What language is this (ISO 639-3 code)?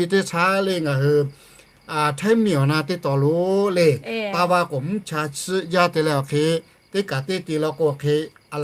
lhu